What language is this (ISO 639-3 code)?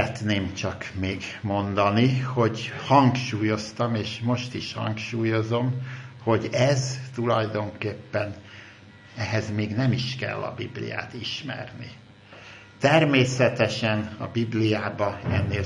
hun